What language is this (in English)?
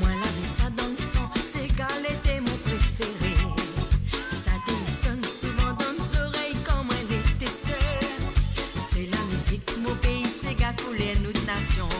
Morisyen